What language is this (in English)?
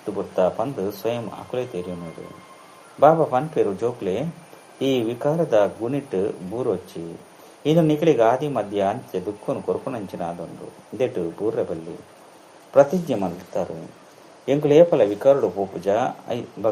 Tulu